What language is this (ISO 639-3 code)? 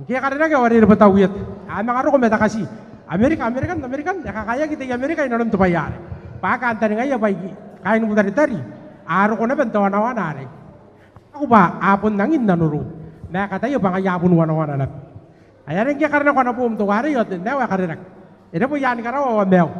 gil